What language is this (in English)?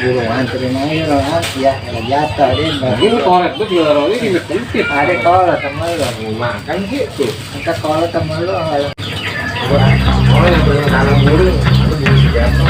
Betawi